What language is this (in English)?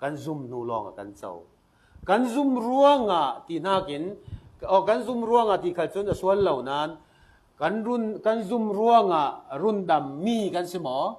Falam Chin